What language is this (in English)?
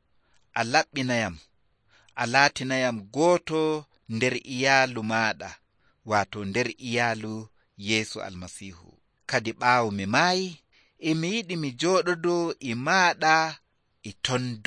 Nigerian Fulfulde